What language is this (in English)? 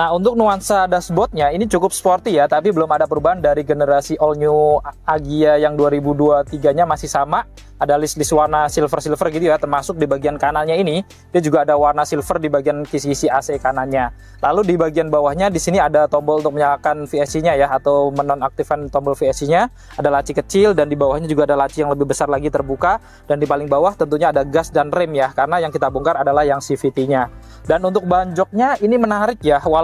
Indonesian